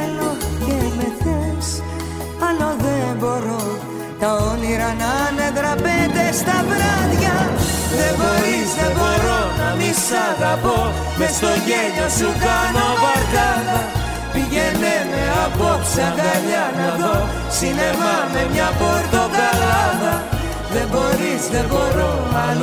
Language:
Greek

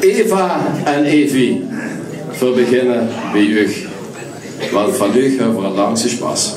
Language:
Limburgish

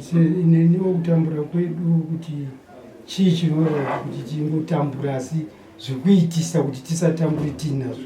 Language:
Shona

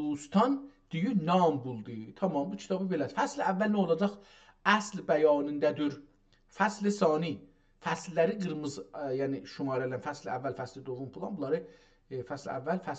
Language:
South Azerbaijani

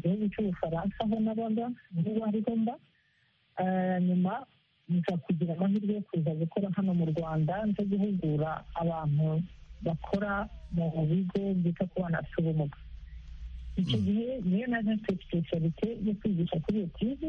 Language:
Kinyarwanda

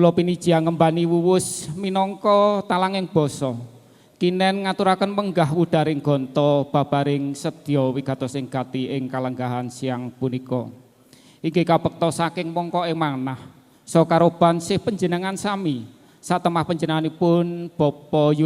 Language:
Javanese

